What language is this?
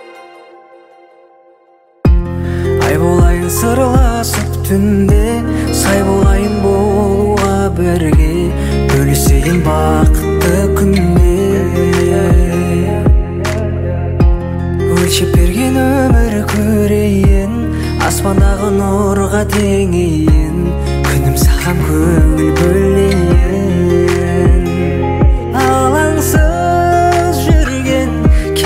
Kazakh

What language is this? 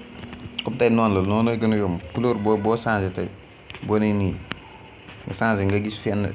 Wolof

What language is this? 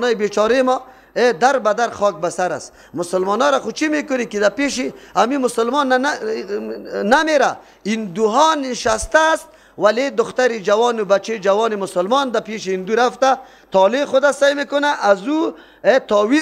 Persian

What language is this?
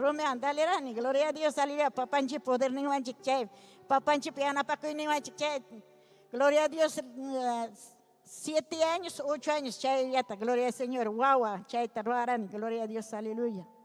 Ayacucho Quechua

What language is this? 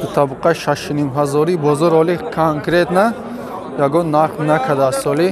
Tajik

